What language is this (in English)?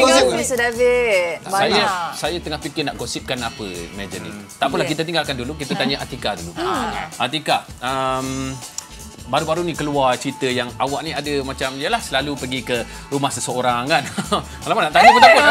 Malay